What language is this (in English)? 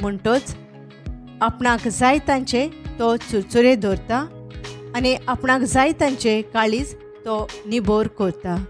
Konkani